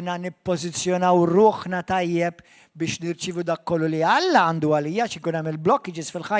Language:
Maltese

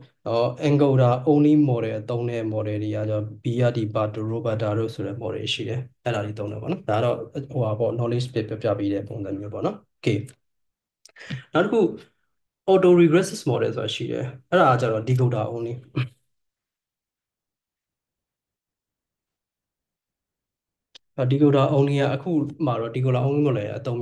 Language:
Burmese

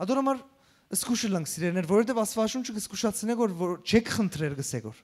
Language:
Western Armenian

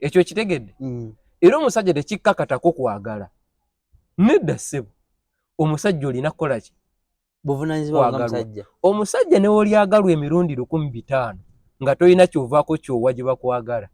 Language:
Ganda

